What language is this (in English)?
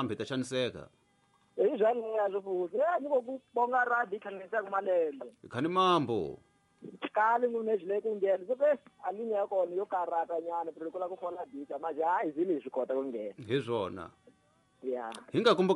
Tsonga